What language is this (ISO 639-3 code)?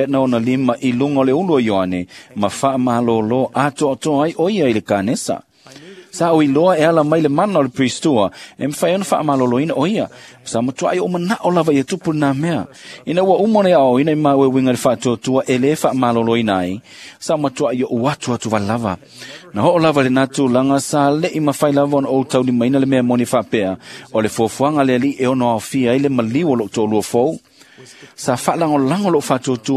smo